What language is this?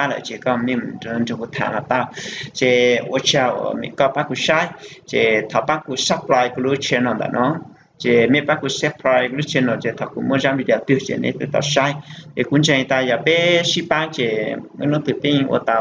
Hmong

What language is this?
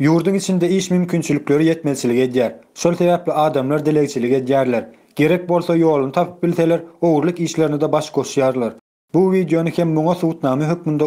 Turkmen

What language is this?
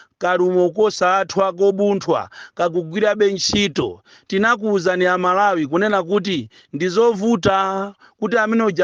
Nyanja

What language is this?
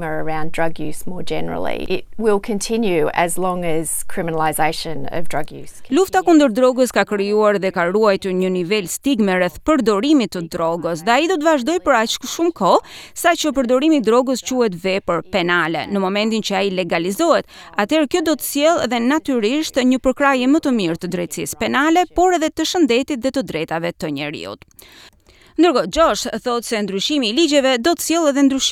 Albanian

